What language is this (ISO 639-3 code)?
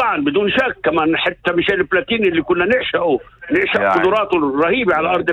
apc